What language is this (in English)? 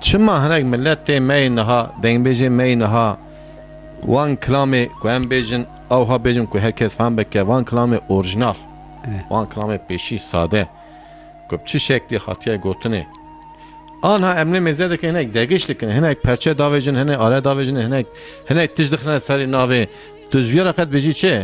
Kurdish